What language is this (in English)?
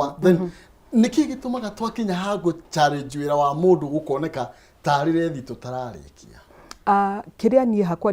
Kikuyu